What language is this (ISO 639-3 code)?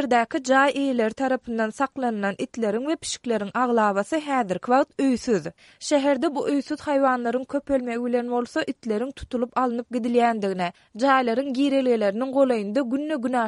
tuk